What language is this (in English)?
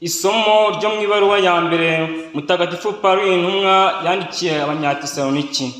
Kinyarwanda